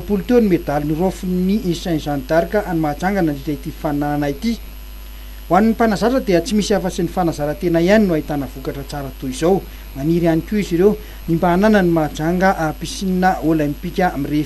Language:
Malagasy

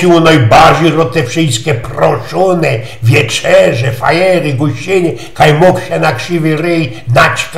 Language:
Silesian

